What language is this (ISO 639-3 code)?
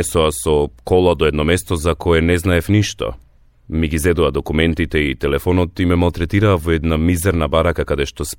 mkd